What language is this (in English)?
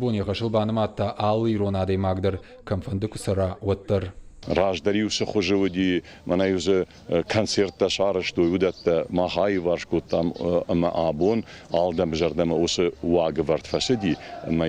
Ossetic